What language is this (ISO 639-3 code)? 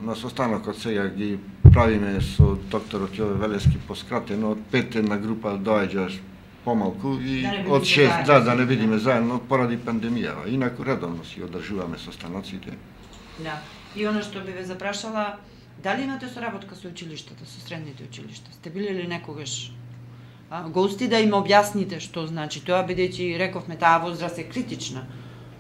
mkd